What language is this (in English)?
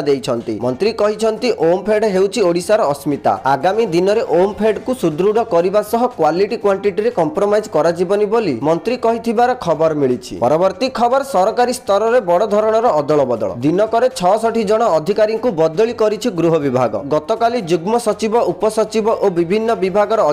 Odia